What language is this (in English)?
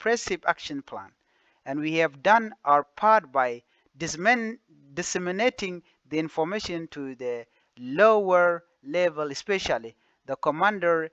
Nuer